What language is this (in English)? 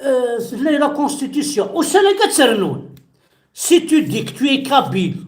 Kabyle